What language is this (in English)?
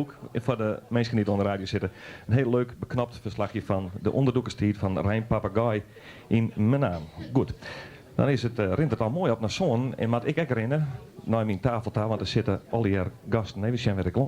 Western Frisian